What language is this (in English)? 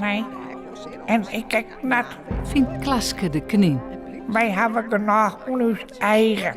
Western Frisian